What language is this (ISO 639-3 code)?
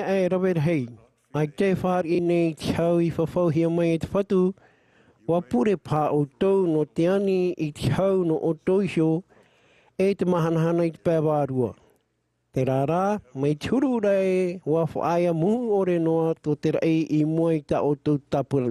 tah